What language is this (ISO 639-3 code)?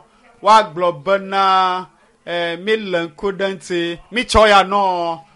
ewe